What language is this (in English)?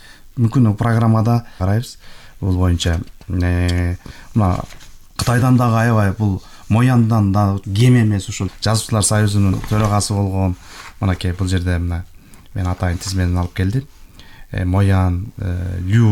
Kyrgyz